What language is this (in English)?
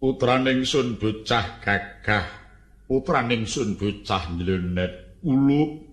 Javanese